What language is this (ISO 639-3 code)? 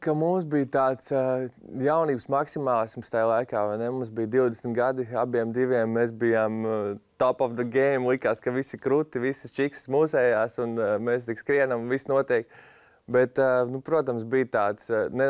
lav